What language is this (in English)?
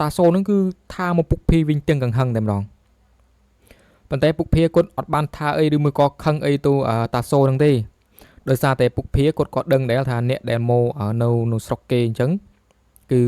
Khmer